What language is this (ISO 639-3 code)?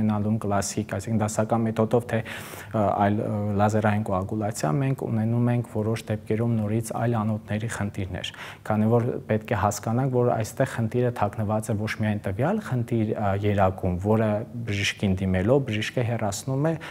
hye